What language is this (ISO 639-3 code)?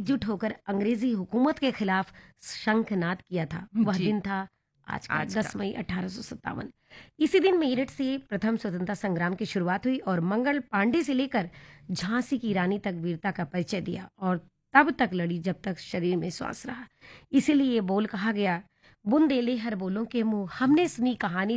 hin